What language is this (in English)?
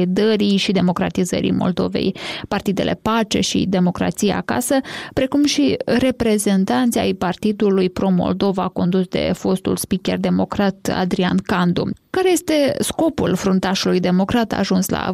Romanian